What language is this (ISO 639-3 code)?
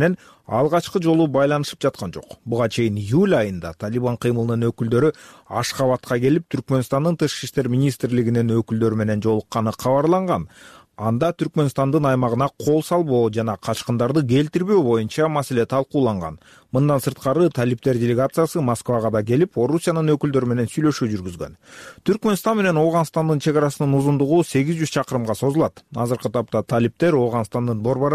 kir